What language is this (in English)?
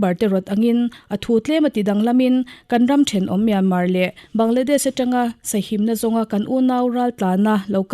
Mizo